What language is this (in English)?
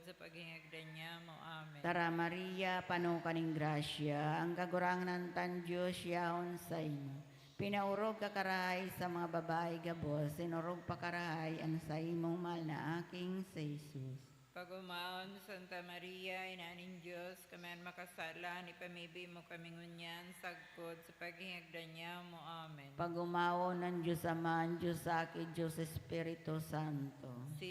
Bikol